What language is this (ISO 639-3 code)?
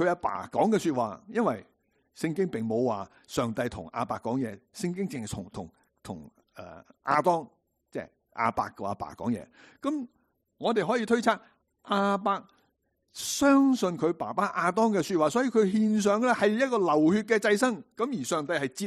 yue